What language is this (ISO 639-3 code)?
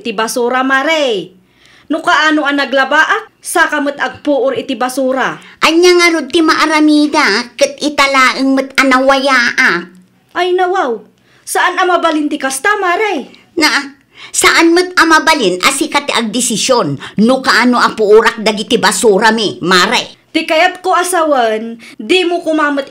ilo